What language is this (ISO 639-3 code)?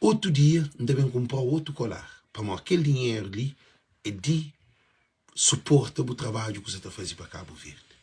kea